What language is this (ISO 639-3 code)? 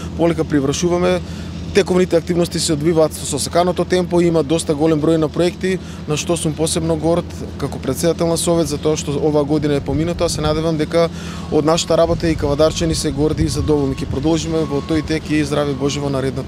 mkd